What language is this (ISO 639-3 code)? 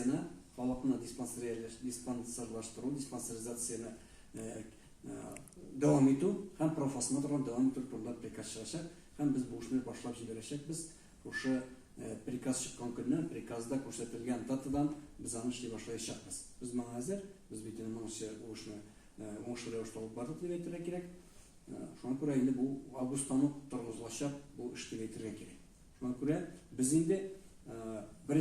tat